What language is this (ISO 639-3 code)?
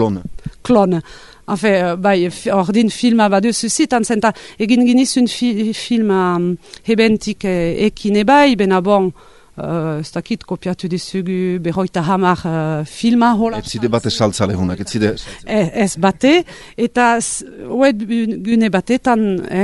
eus